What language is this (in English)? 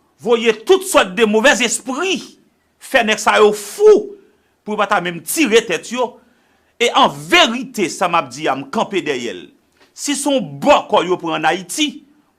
Haitian Creole